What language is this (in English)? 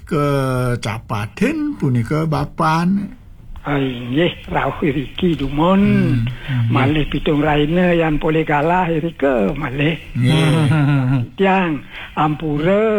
Balinese